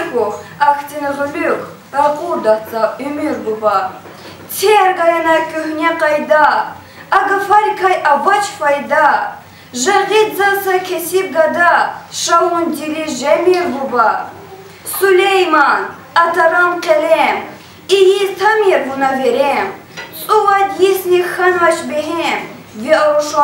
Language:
Lezghian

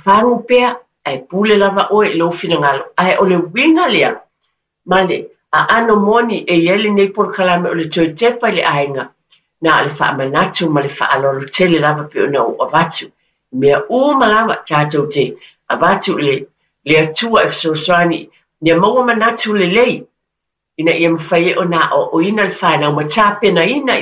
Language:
Samoan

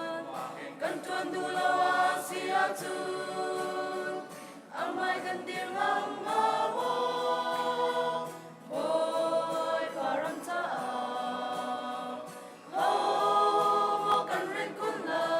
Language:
Hakha Chin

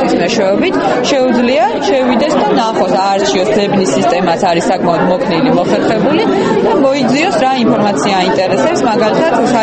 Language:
Georgian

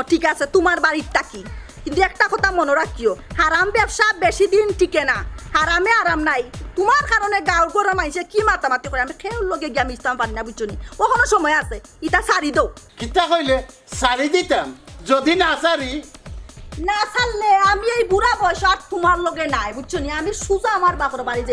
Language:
Sylheti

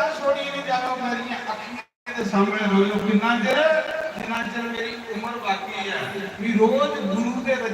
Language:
Dogri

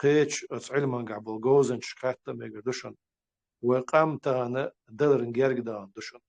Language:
Chechen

